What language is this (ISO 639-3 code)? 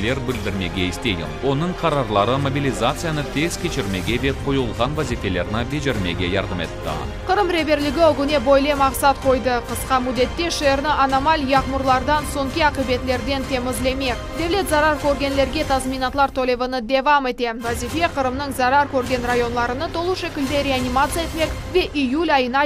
crh